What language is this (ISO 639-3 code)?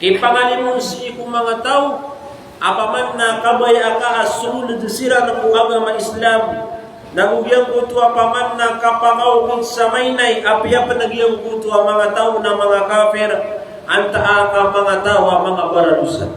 mrw